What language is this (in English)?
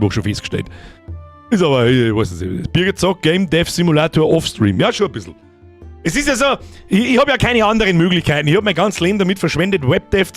Bavarian